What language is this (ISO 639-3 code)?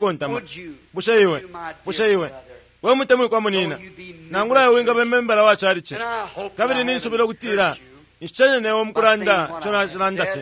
bem